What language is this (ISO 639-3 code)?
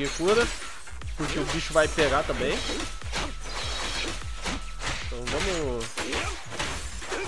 por